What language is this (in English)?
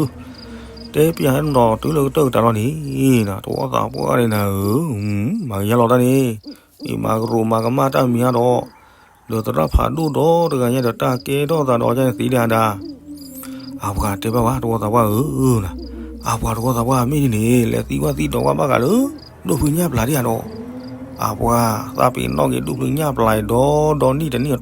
S'gaw Karen